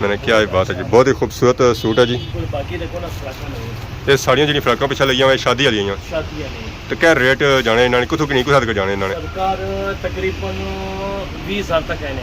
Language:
Pahari-Potwari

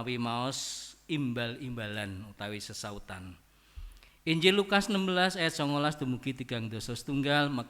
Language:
Javanese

